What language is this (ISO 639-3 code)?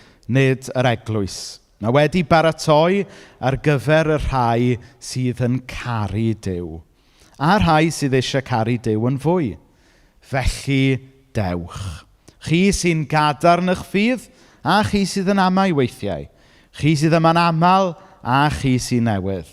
cym